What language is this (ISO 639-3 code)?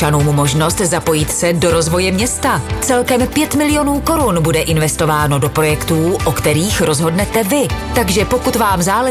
ces